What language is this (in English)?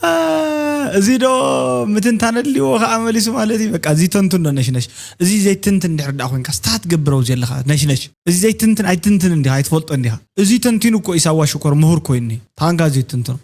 Tigrinya